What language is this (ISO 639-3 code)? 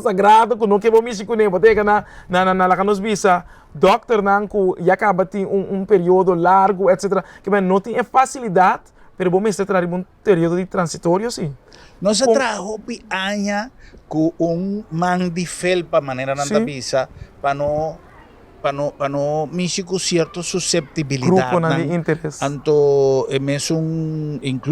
pap